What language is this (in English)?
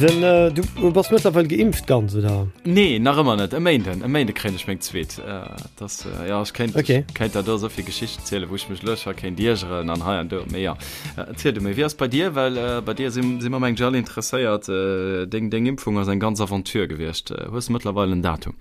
Luxembourgish